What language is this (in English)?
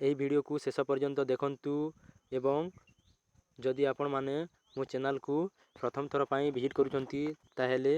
Odia